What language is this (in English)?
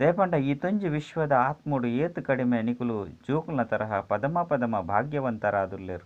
Tulu